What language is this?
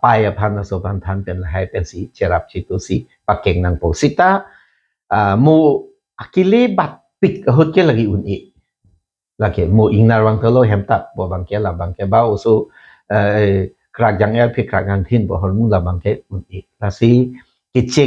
Karbi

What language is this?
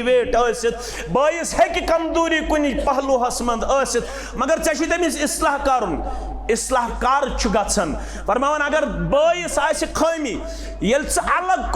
Kashmiri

